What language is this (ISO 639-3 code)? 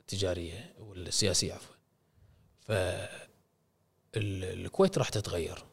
afb